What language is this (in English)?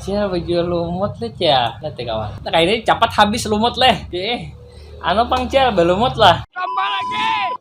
Banjar